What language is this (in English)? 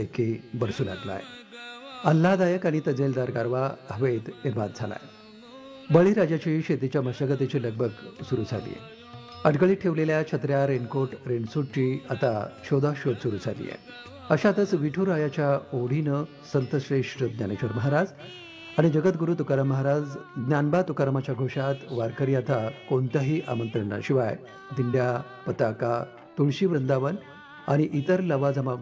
Marathi